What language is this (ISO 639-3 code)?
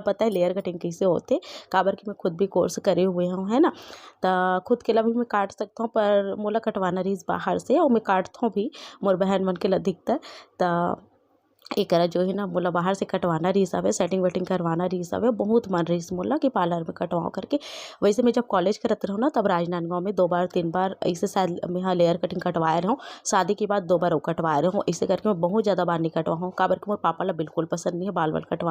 hne